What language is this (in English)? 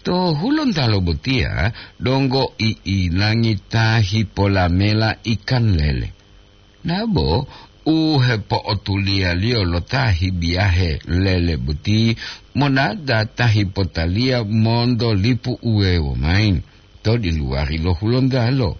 Gorontalo